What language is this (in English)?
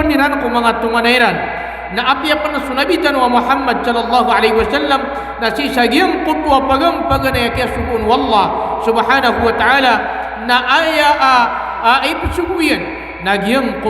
Maranao